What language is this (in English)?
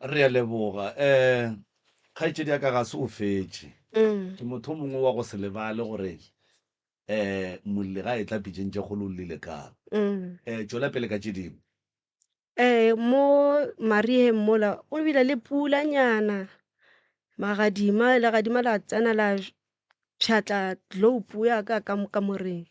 Northern Sotho